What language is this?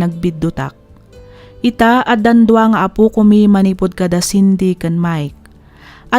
Iloko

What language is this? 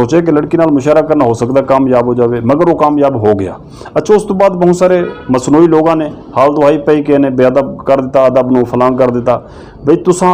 Western Panjabi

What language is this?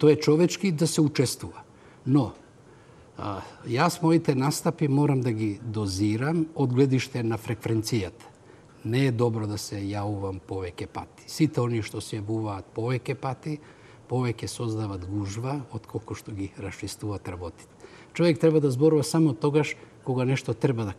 Macedonian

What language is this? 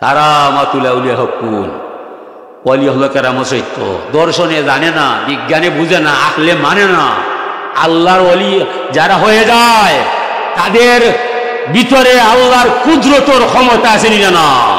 Sylheti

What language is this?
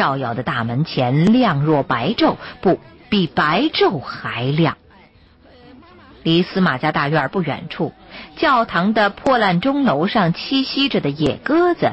Chinese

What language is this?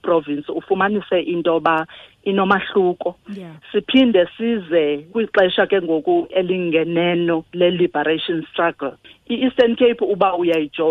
Xhosa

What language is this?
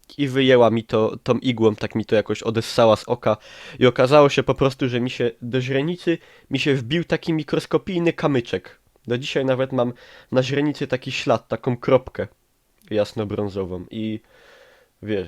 Silesian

